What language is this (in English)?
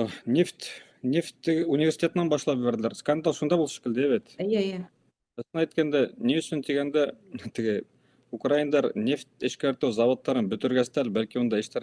Bashkir